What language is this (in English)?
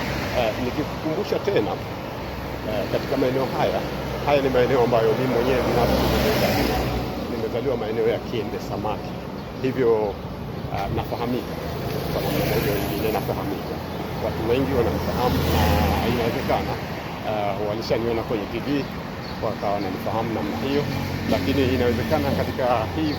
Swahili